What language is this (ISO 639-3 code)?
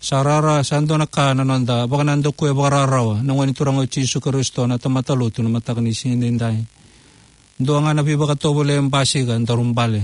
fij